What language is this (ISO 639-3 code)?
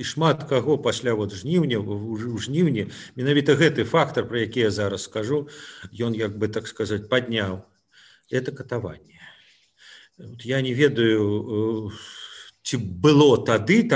bel